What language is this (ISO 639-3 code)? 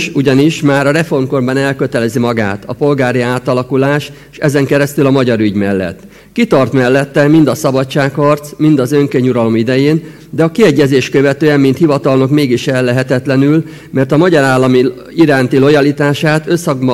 hun